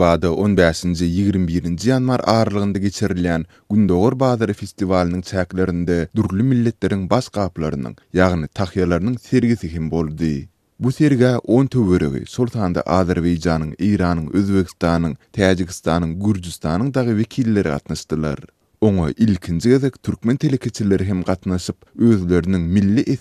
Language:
Turkmen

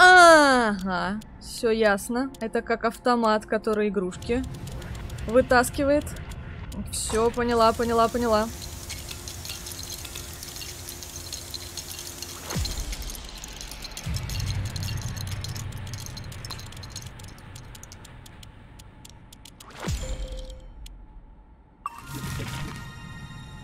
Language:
Russian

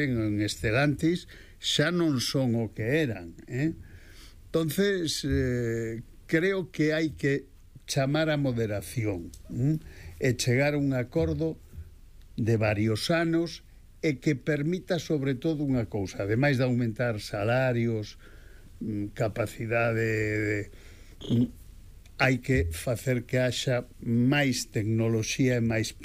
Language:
Galician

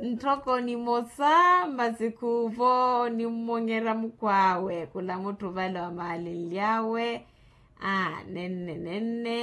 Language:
Makhuwa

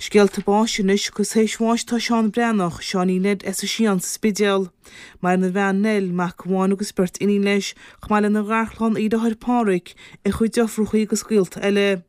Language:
Irish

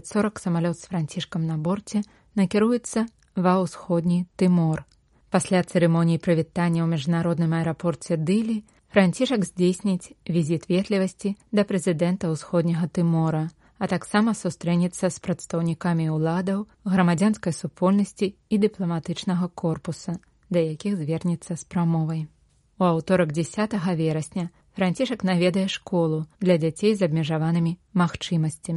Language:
Belarusian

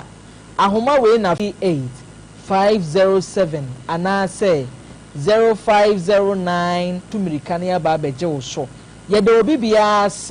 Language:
Akan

